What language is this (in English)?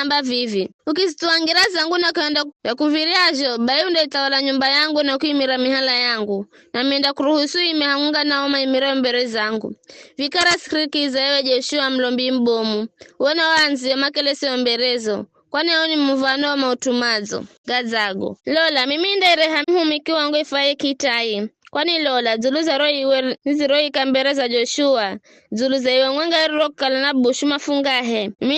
Giryama